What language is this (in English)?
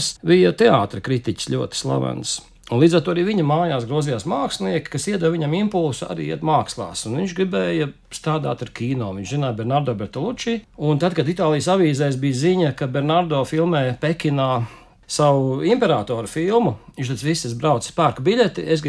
Latvian